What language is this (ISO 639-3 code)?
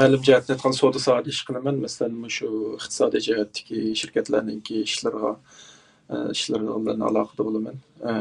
uig